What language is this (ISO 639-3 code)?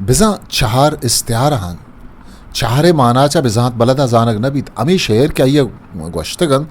bgp